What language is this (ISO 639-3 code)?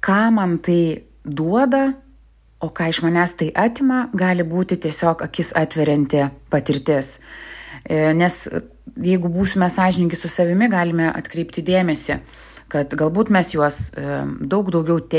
lit